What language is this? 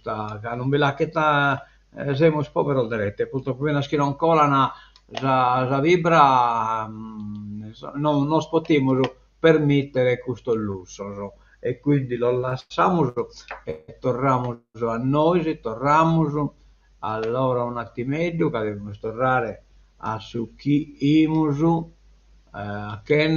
Sardinian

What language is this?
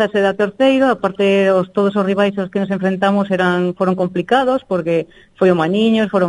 Galician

